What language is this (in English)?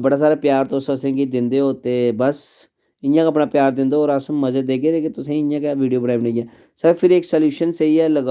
Dogri